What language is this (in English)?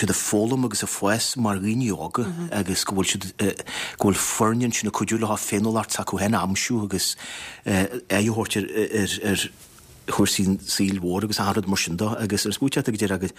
Irish